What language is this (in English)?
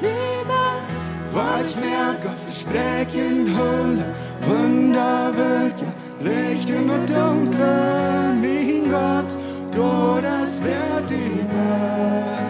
Plautdietsch